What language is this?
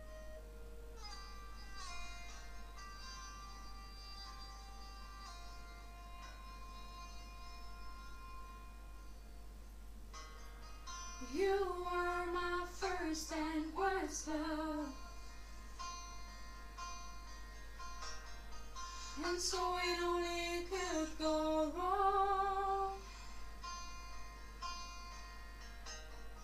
English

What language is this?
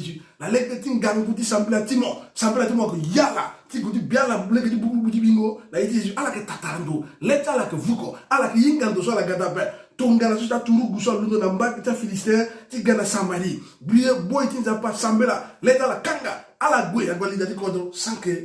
Sango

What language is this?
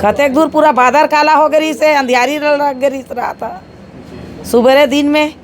Chhattisgarhi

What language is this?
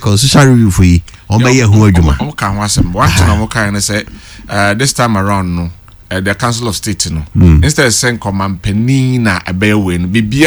Akan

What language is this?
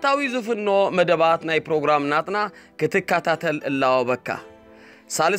Tigrinya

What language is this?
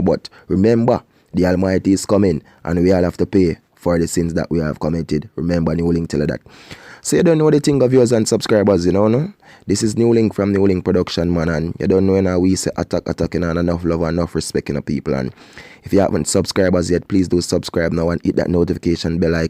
Jamaican Creole English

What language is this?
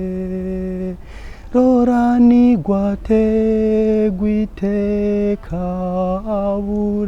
Rundi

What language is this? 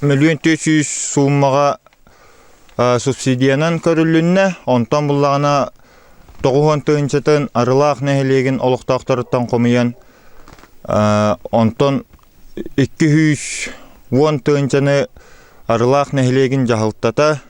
Yakut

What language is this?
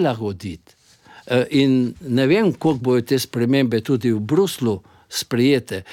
Slovenian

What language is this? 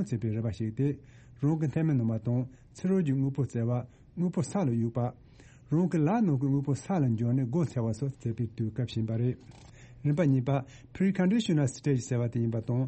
Tibetan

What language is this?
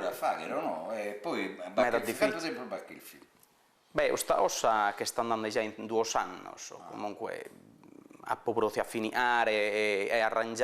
Sardinian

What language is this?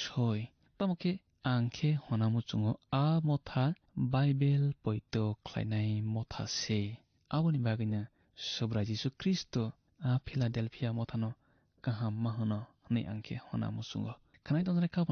Kok Borok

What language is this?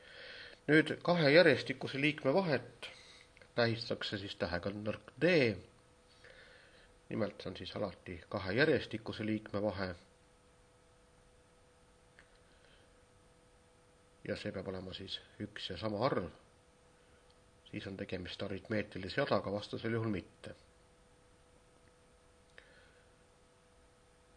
Estonian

